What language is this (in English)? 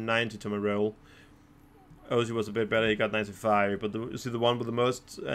English